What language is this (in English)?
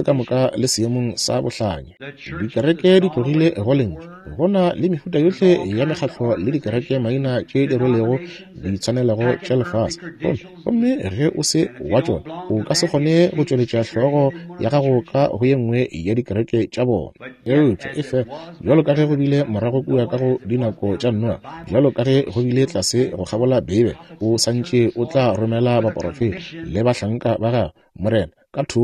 Northern Sotho